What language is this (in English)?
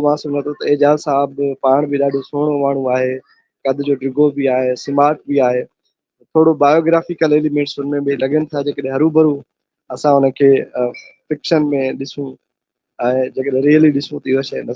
Sindhi